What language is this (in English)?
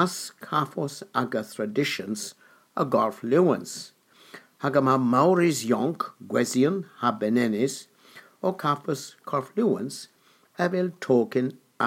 Cornish